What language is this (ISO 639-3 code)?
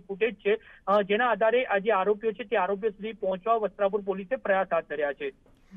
guj